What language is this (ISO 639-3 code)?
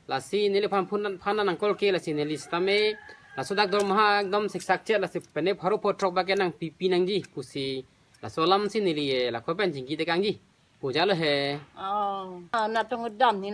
mjw